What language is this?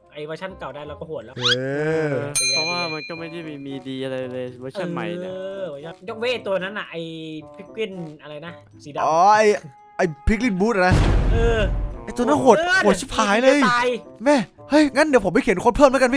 Thai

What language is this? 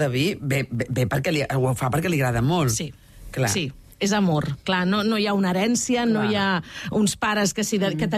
Catalan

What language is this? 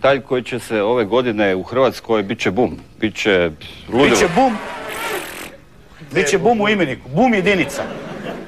Croatian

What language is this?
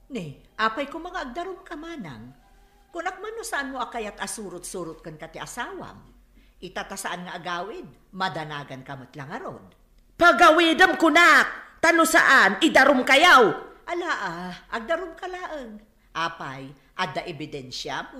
Iloko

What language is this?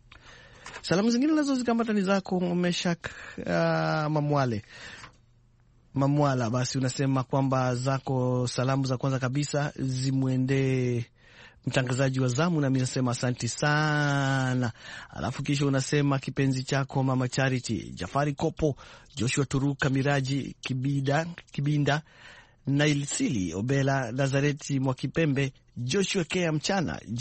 Swahili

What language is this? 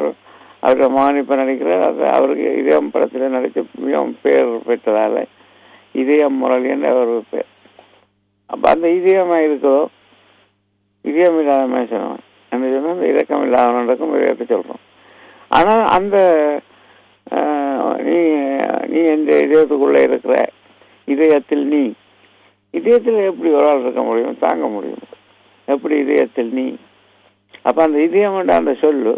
Tamil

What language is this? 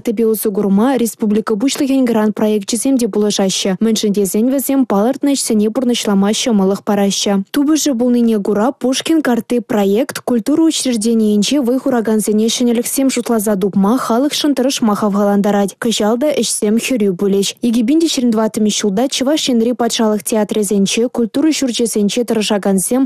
Chuvash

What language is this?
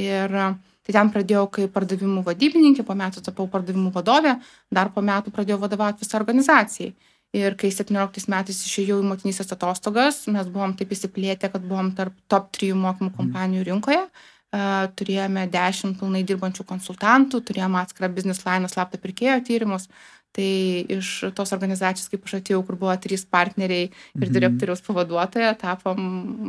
Lithuanian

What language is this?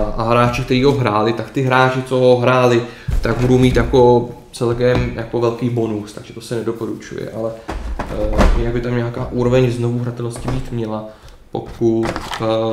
Czech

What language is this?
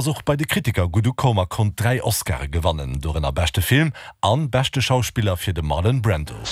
Luxembourgish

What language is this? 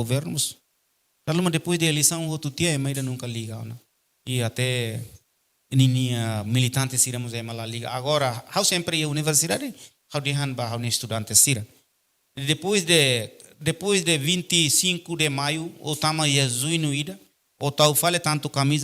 Tetum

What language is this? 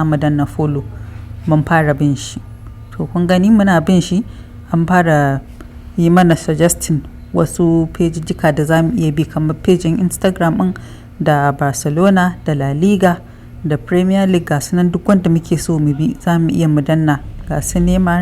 Hausa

